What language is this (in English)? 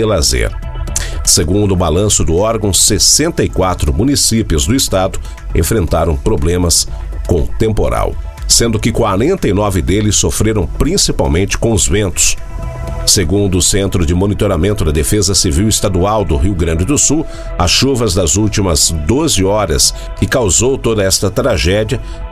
Portuguese